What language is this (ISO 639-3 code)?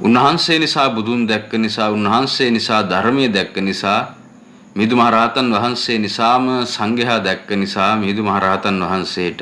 sin